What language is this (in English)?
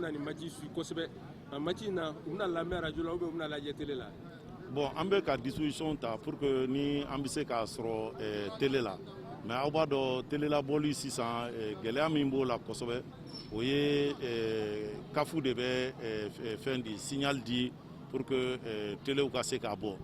Bambara